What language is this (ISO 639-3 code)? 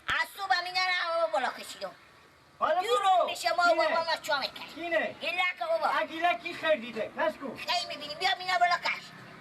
fas